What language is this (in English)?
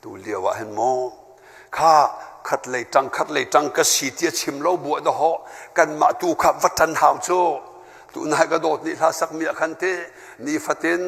Hakha Chin